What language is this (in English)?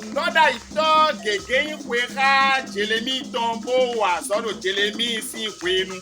Fon